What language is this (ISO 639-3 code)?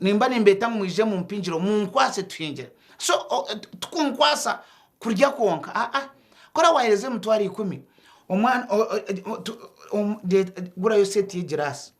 nyn